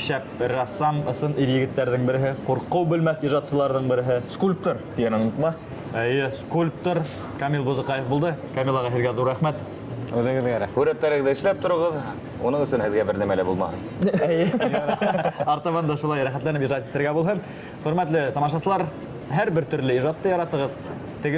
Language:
Bashkir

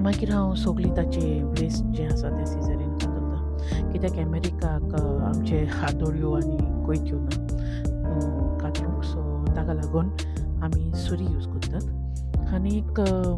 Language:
Konkani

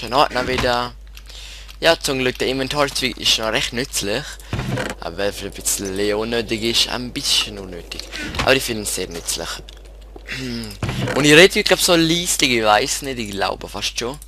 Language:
Swiss German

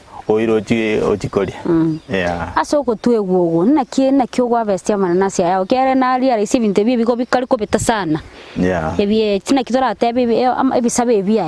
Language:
Gusii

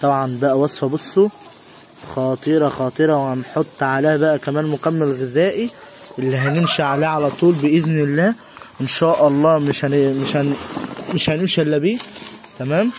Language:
Egyptian Arabic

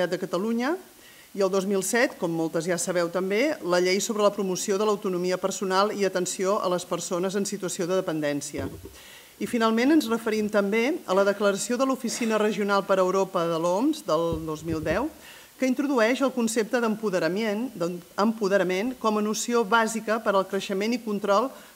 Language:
Catalan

